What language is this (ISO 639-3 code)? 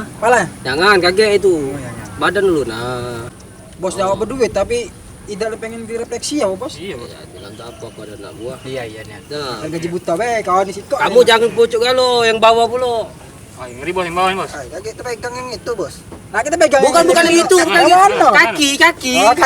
mui